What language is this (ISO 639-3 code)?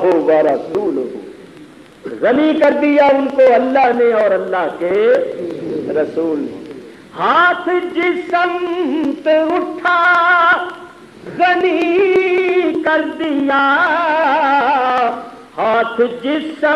urd